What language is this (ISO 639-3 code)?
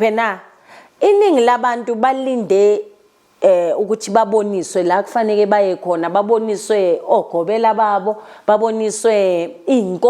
zul